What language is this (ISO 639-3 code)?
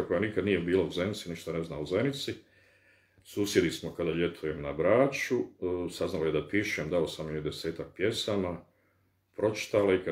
bos